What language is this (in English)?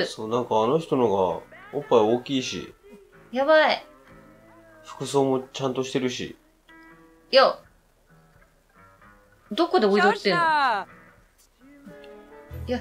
Japanese